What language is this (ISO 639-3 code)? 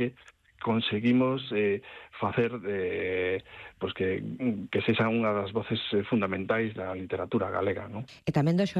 glg